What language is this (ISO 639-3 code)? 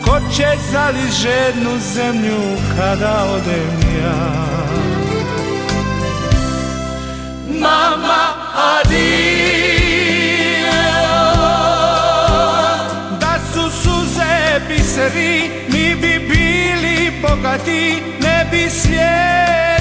hrv